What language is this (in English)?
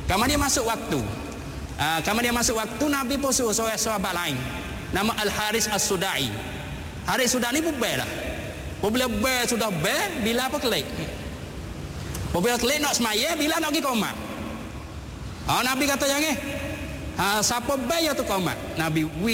Malay